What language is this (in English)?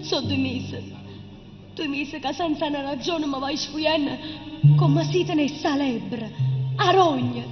Neapolitan